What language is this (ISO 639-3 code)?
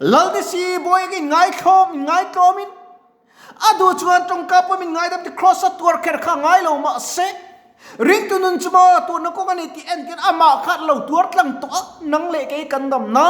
lus